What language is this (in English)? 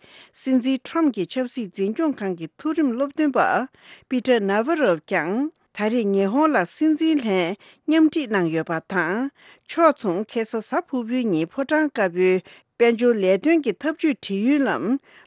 Tibetan